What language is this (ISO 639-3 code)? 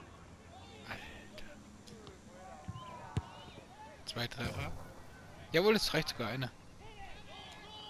deu